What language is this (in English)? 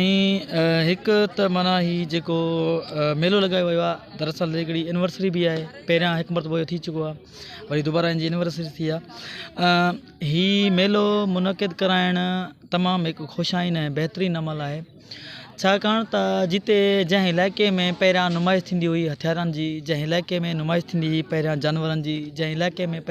Sindhi